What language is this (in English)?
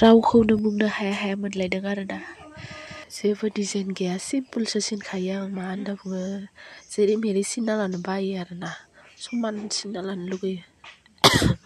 Bodo